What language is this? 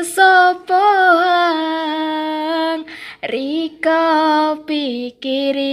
Javanese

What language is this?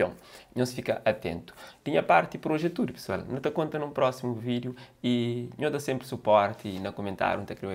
Kabuverdianu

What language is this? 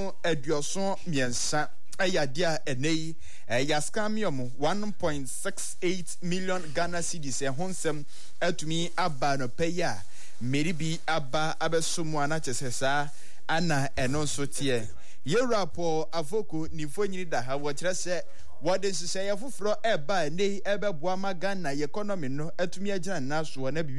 Akan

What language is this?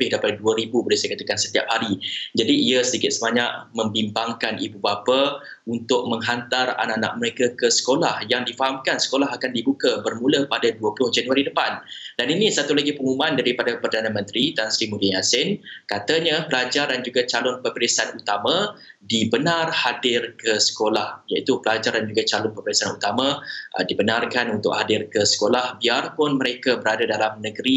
Malay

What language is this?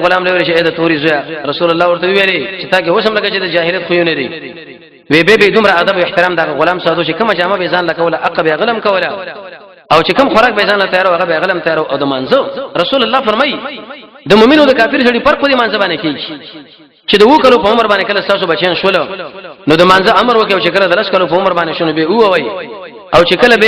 Pashto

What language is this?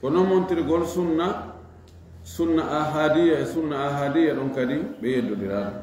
Fula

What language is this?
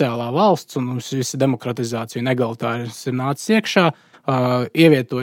Latvian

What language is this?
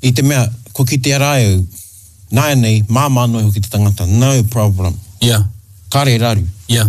Māori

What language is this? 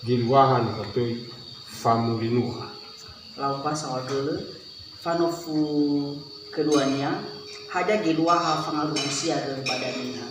Nias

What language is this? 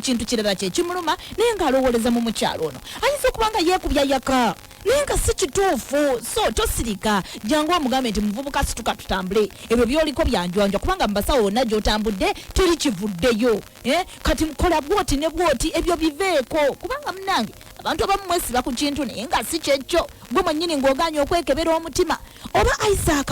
Ganda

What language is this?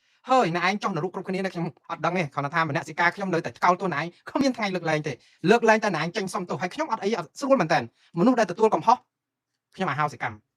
Khmer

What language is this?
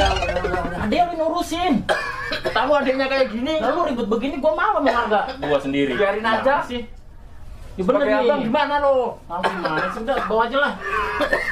Betawi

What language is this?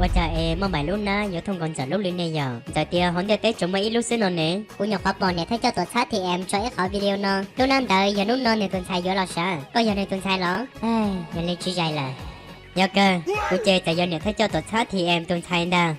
Hmong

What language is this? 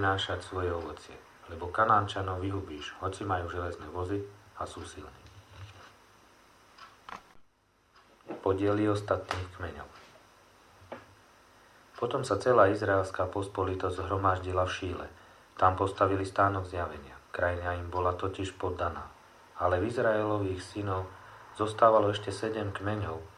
Slovak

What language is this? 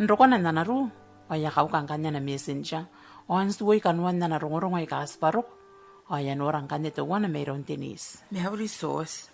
Gilbertese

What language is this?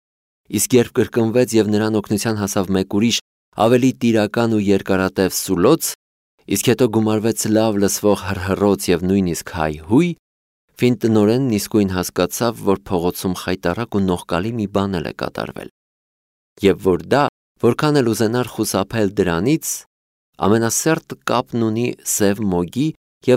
Armenian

